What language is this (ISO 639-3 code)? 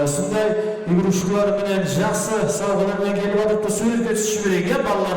kaa